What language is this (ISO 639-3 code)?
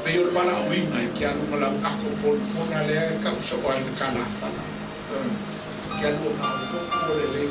smo